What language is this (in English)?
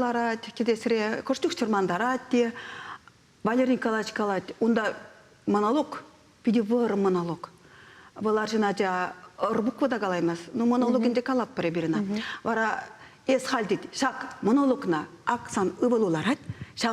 Chuvash